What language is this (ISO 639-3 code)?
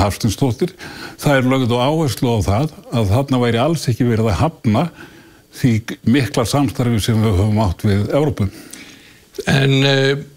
isl